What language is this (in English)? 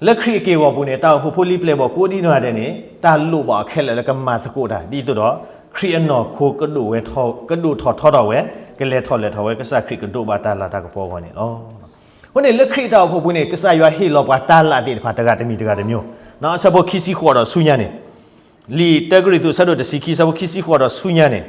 S'gaw Karen